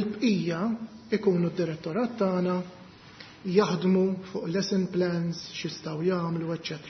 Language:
Maltese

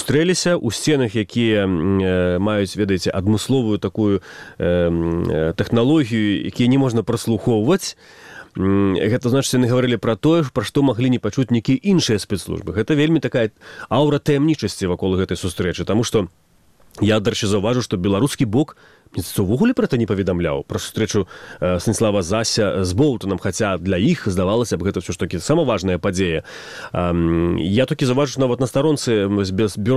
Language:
Belarusian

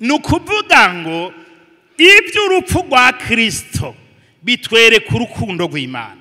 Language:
Rundi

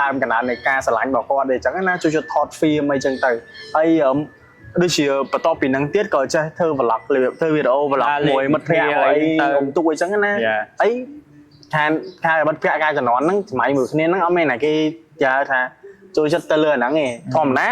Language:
Khmer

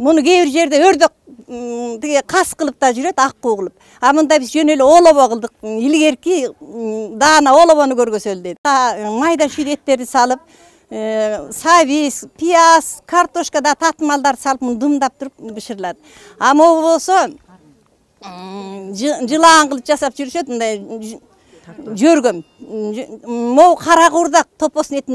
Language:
Kyrgyz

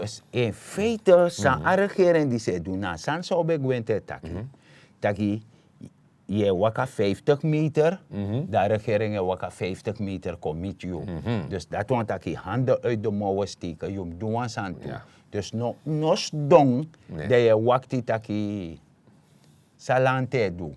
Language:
Sranan Tongo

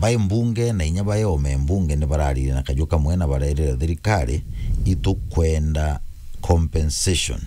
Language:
Meru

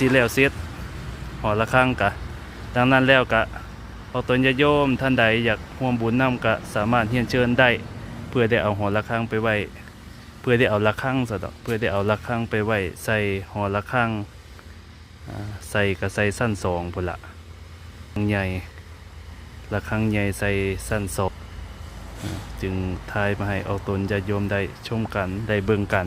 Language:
Lao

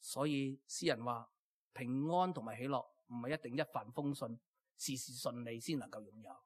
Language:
Cantonese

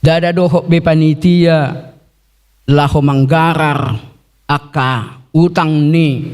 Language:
Batak Toba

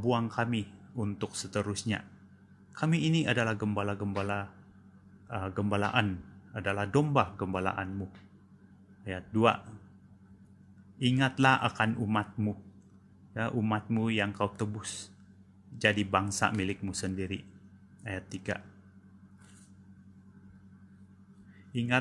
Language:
Indonesian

